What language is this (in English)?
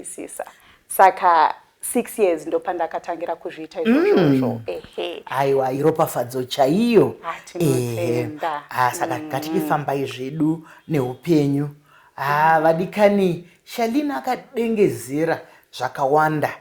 Shona